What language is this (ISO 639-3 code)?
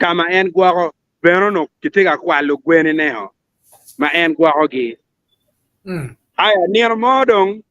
ach